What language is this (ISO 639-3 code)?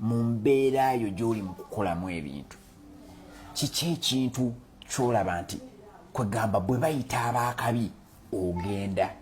lug